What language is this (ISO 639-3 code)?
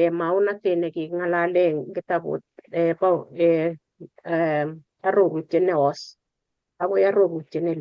kln